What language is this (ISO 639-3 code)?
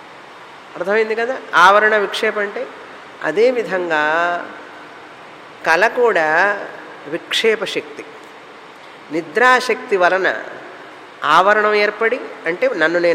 tel